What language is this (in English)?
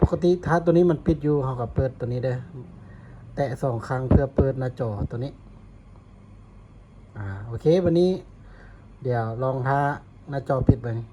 Lao